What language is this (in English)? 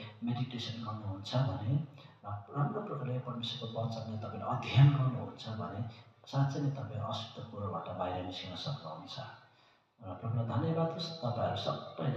Nepali